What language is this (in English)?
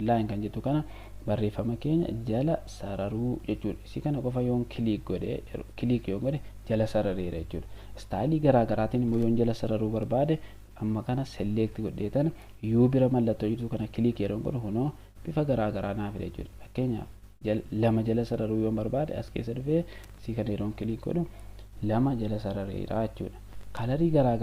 Oromo